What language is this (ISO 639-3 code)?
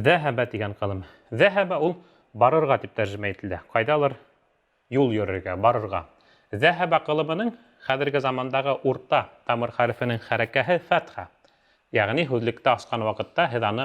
bak